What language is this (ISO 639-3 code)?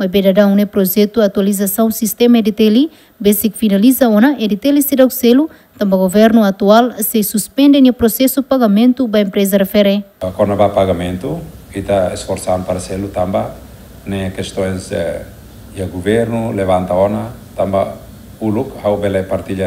tet